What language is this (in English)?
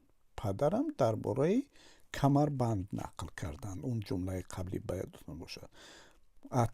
Tajik